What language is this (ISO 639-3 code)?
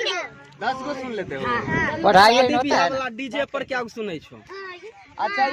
mai